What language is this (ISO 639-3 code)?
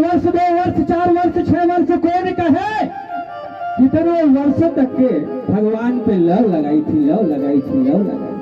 hne